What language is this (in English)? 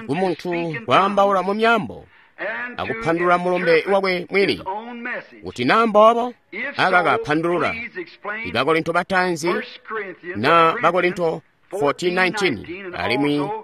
Tonga (Zambia)